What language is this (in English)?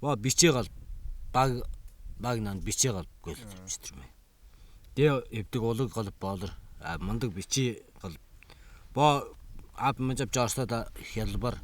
Tuvinian